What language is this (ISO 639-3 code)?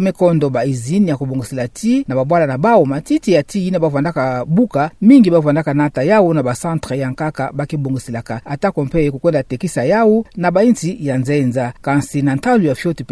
ktu